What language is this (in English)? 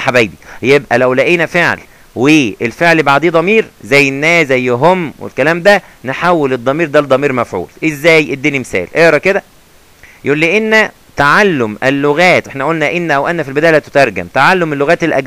Egyptian Arabic